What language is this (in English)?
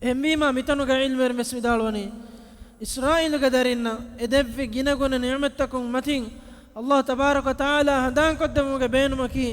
Divehi